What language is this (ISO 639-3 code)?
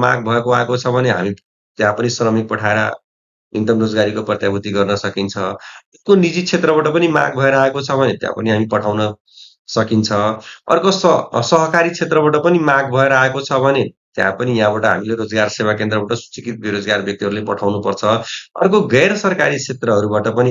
nep